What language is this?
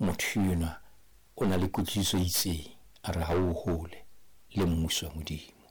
Southern Sotho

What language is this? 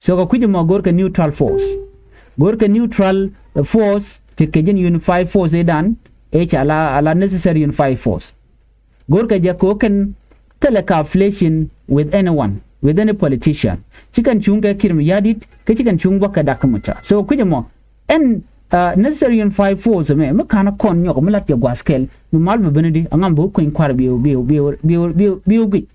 Nuer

